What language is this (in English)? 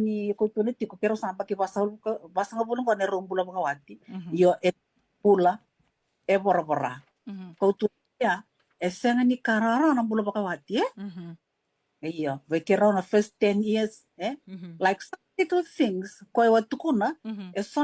Fijian